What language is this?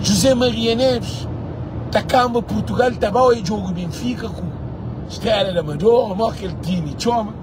Kabuverdianu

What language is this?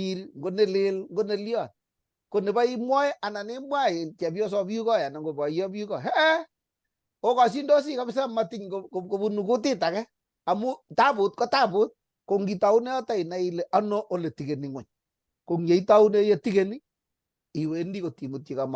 Kalenjin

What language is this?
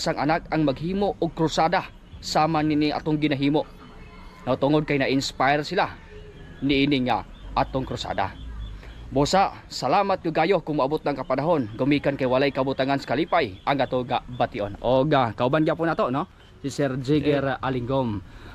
Cebuano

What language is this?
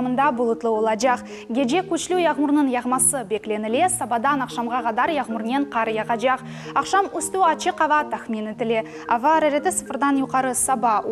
Crimean Tatar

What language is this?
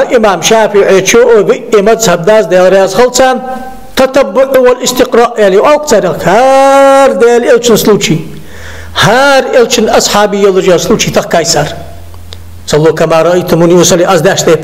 Ingush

